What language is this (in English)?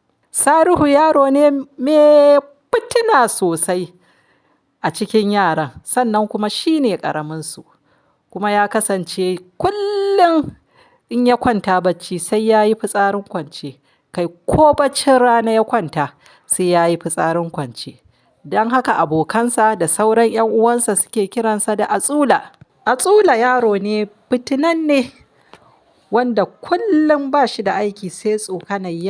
Hausa